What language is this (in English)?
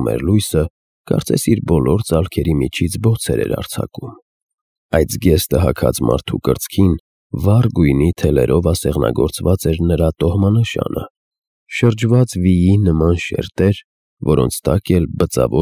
Armenian